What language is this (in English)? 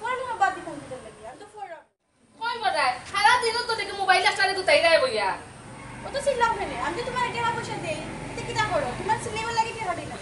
Sylheti